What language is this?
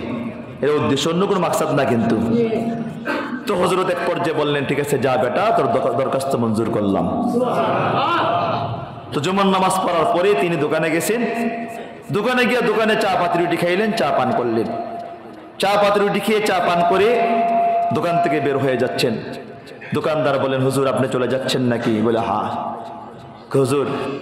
Bangla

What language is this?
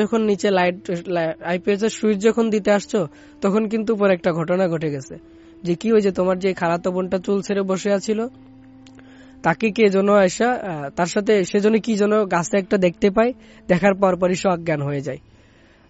Bangla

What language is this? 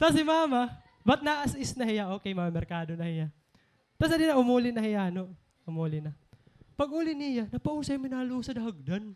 Waray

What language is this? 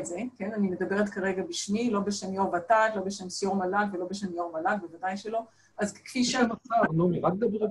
Hebrew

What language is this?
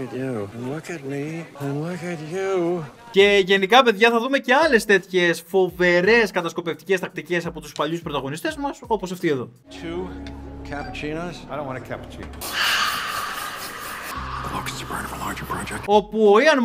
Greek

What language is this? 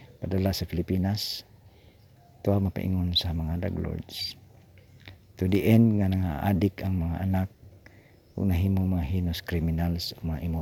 Cebuano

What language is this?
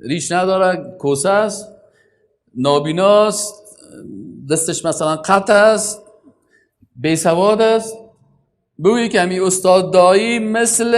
Persian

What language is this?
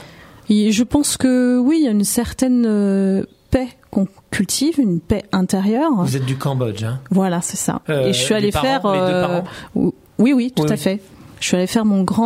French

